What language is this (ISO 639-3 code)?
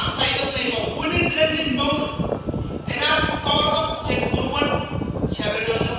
mah